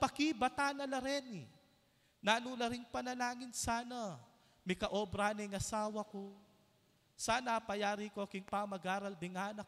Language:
Pampanga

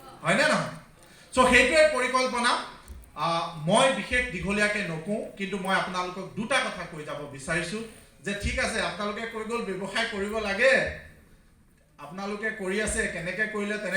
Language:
Assamese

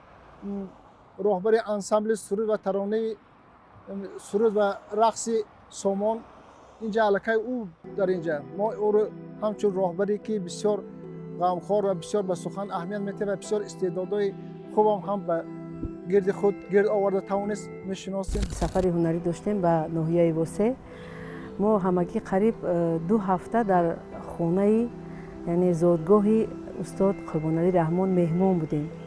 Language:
Tajik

